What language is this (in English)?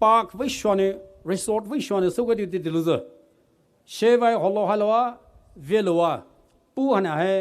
Poumei Naga